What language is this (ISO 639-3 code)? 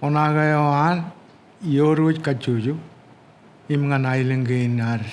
mah